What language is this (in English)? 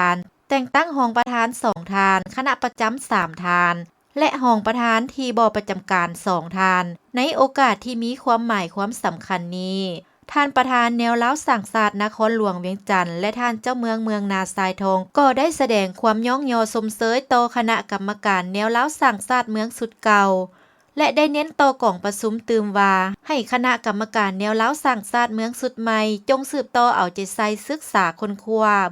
Lao